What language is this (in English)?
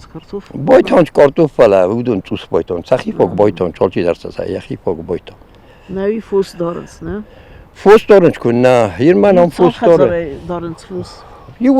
Ossetic